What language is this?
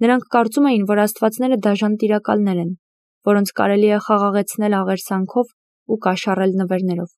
Armenian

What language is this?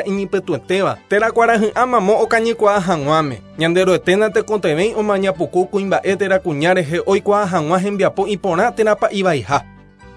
Guarani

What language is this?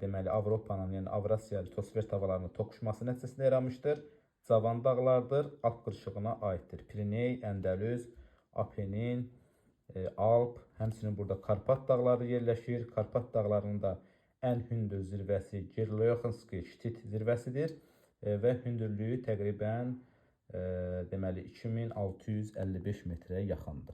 Azerbaijani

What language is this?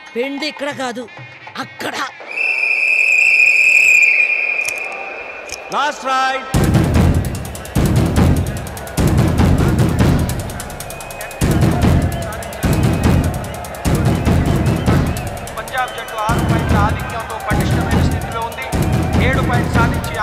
Telugu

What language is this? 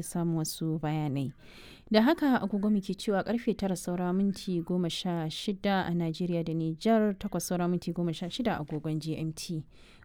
Hausa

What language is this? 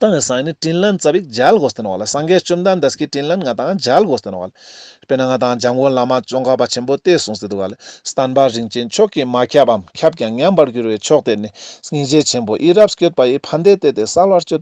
Ladakhi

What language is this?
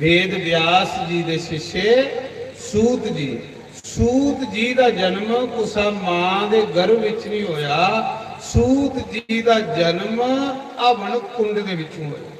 Dogri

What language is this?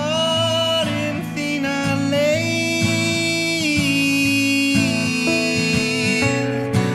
Icelandic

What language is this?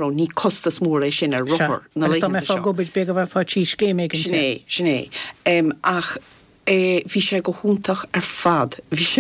Irish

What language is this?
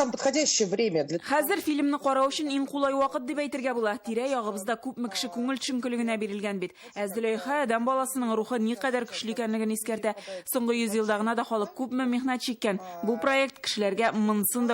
Tatar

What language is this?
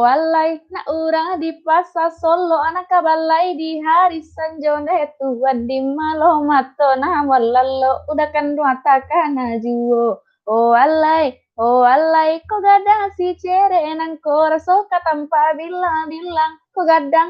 Minangkabau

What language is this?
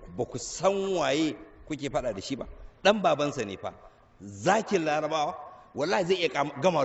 Hausa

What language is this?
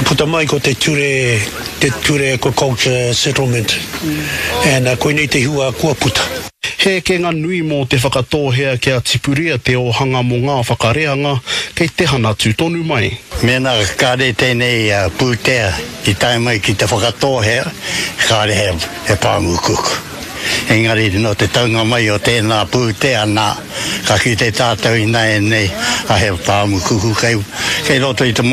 Māori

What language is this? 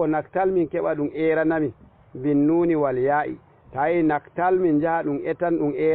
Fula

